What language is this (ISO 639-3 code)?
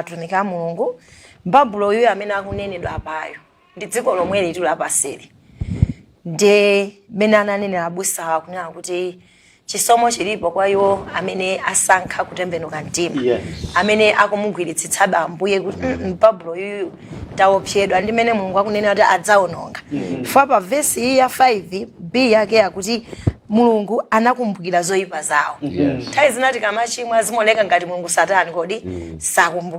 nya